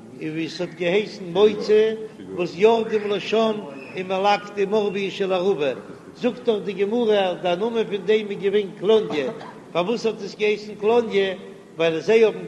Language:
Yiddish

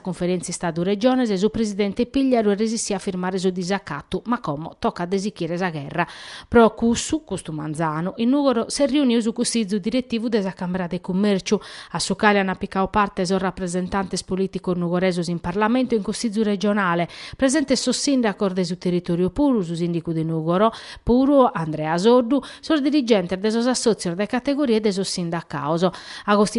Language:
Sardinian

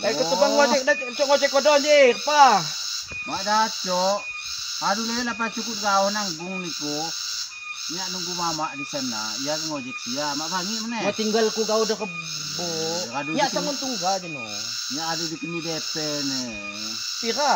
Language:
Lampung Api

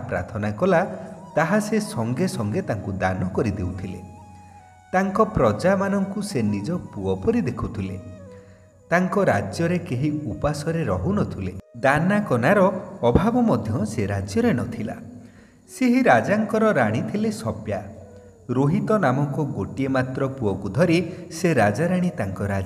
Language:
Odia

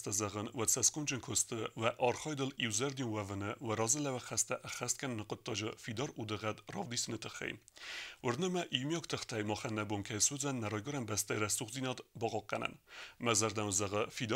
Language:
Ossetic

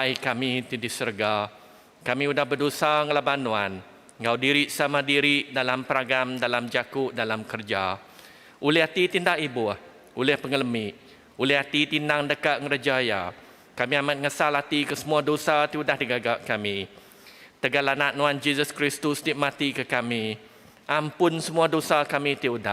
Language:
Iban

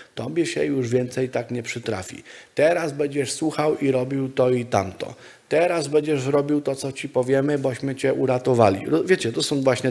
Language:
Polish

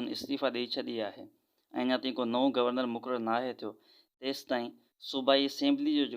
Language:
Sindhi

